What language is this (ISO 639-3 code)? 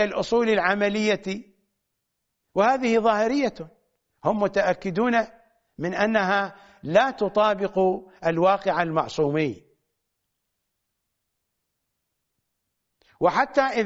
ara